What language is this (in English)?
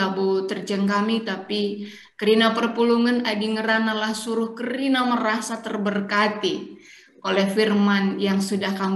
Batak Karo